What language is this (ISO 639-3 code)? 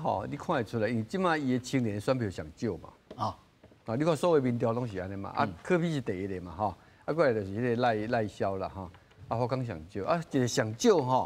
nan